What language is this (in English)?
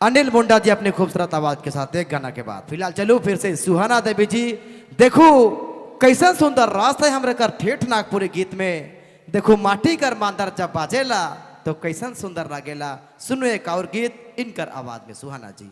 Sadri